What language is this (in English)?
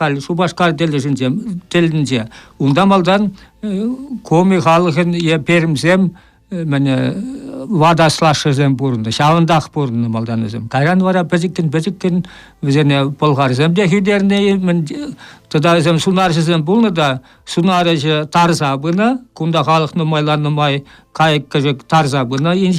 Chuvash